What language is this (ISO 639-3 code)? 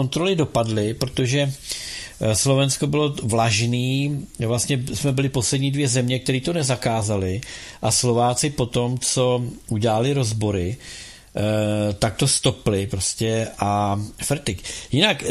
ces